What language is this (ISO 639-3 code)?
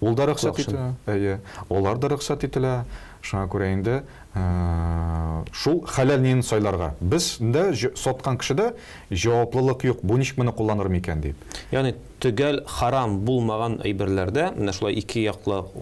tat